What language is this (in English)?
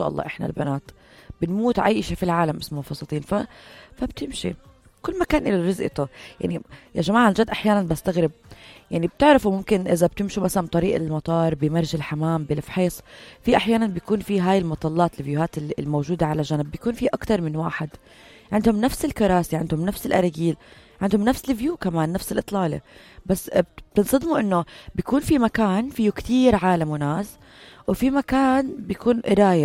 North Levantine Arabic